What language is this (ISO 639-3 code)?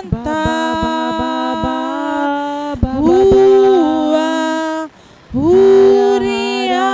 kdh